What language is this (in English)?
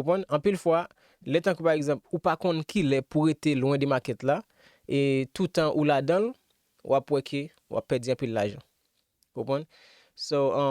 Haitian Creole